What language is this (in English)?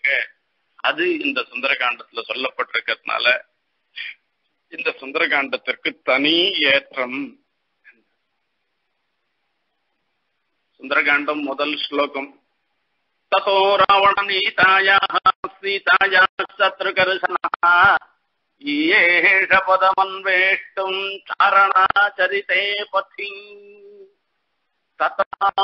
Tamil